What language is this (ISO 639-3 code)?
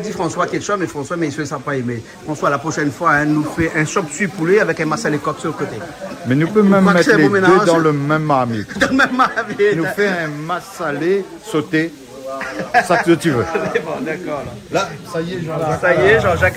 rcf